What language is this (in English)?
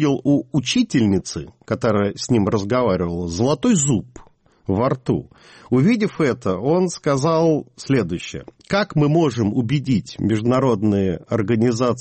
Russian